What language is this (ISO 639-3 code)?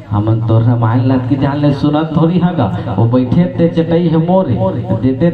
hne